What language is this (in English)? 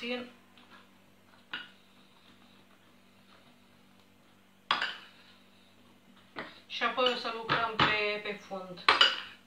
Romanian